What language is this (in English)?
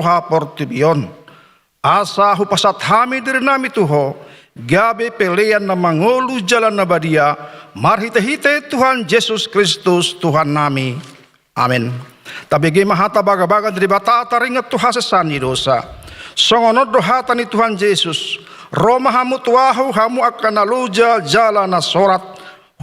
Batak Toba